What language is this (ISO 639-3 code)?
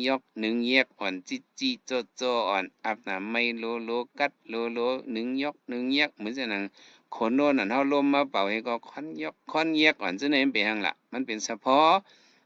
shn